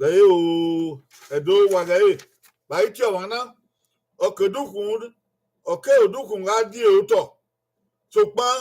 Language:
Bini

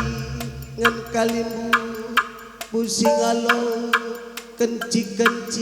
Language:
Batak Karo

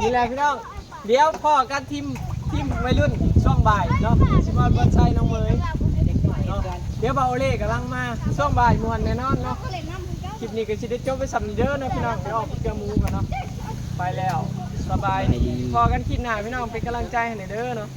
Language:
Northeastern Thai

